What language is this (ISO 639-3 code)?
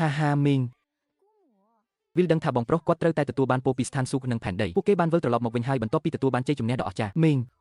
khm